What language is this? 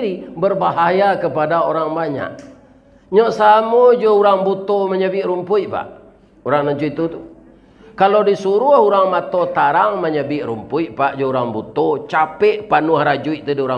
Minangkabau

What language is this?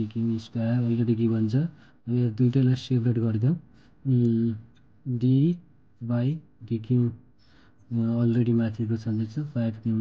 Nepali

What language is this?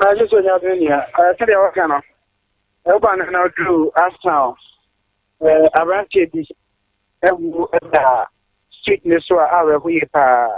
Akan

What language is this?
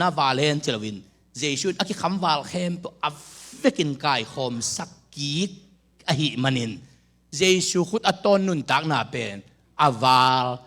Tedim Chin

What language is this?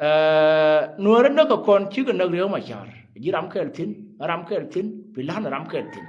Nuer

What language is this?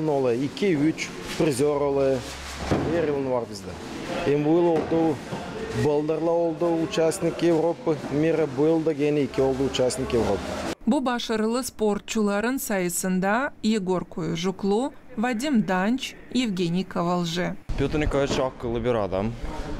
Gagauz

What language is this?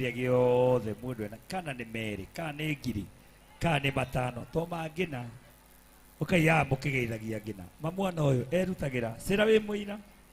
Kikuyu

